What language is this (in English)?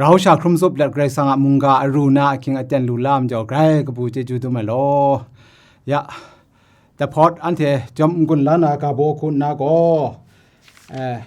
Kachin